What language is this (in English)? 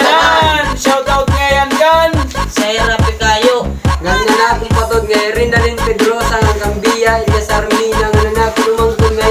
Waray